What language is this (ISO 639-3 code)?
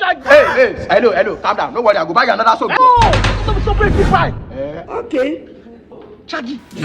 pcm